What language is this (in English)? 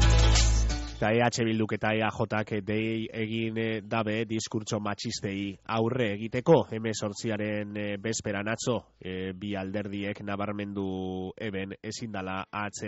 Basque